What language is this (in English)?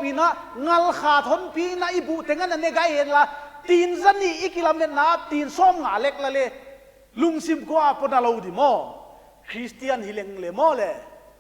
Paite Chin